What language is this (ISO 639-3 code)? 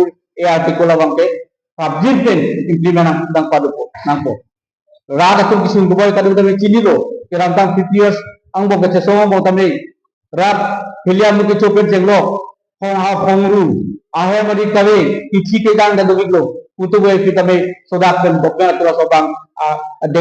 mjw